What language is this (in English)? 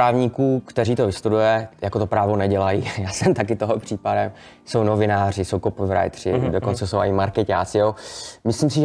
Czech